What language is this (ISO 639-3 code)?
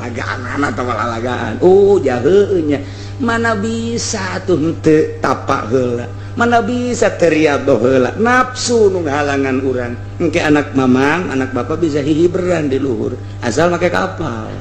sun